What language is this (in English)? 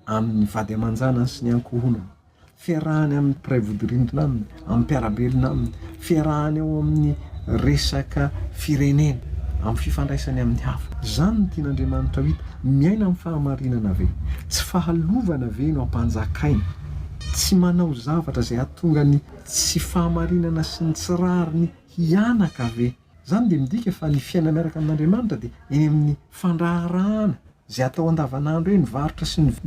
Malagasy